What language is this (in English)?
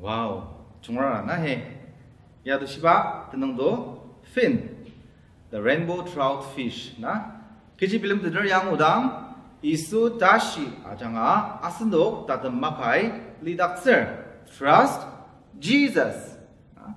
Ao Naga